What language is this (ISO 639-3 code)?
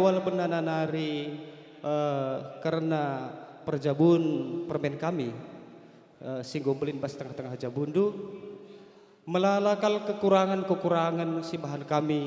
btx